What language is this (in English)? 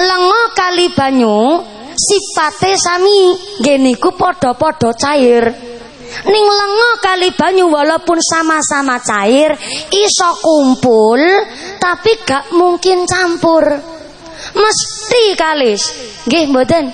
Javanese